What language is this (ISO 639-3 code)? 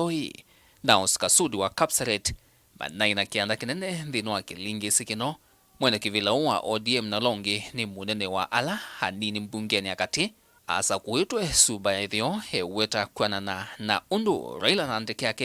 kam